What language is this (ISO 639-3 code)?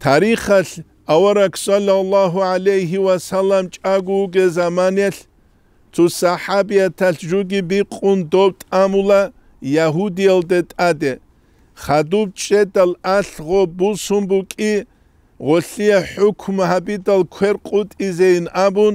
ava